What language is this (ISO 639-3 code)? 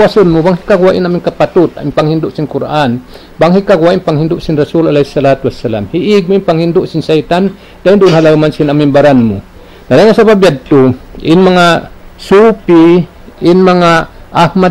tsg